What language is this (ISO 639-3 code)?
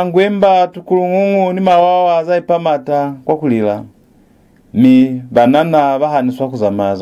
loz